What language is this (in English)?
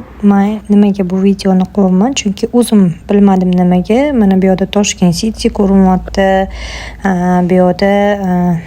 Uzbek